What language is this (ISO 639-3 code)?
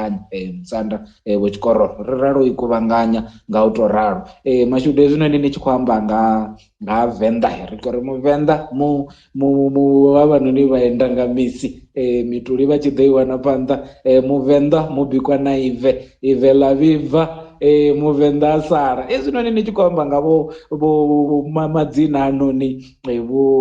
ven